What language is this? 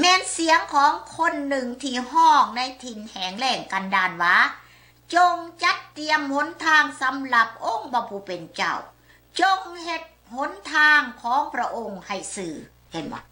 Lao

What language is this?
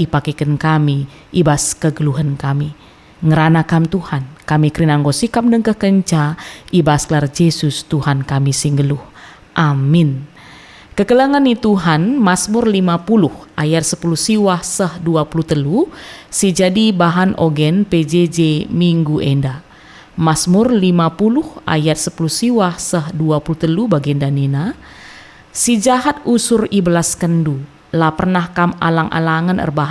Batak Karo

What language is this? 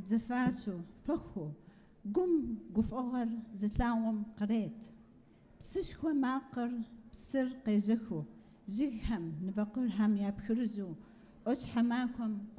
Kabardian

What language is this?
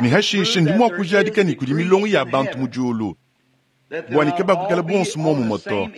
Luba-Lulua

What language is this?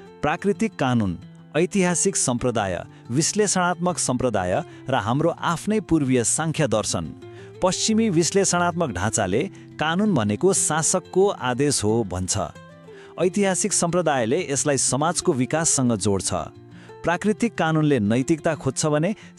Nepali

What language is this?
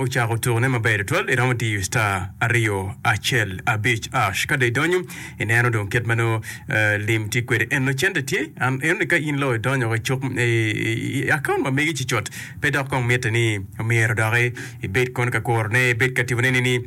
Acoli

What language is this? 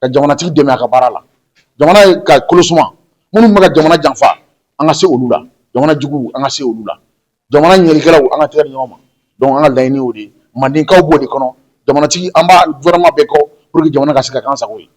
Bambara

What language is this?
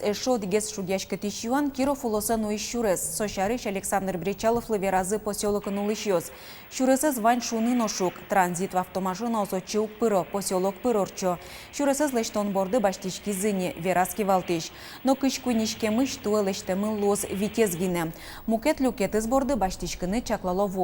Udmurt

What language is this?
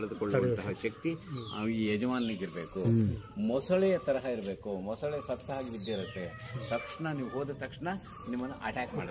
Kannada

